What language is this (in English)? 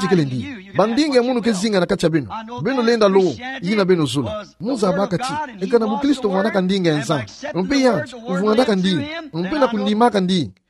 Kituba (Democratic Republic of Congo)